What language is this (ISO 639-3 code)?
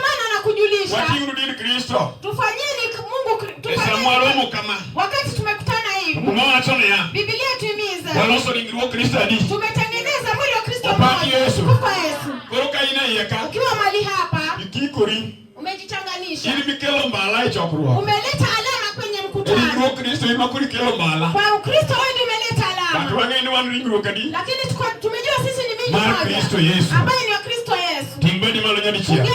luo